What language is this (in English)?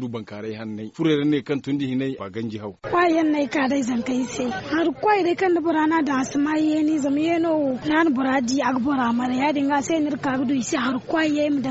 Zarma